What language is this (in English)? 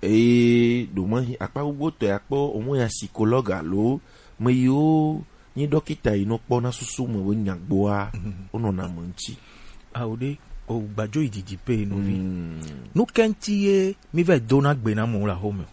Gen